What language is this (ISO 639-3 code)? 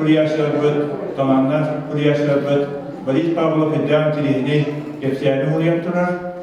sah